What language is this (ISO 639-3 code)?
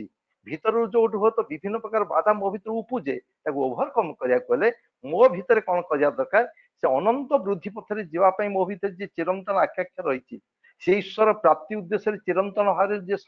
ori